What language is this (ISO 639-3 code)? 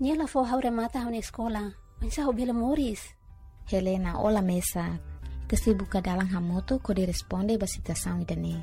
tet